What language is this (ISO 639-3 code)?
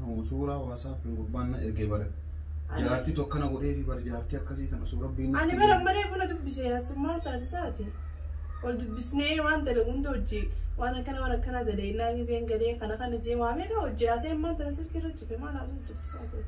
orm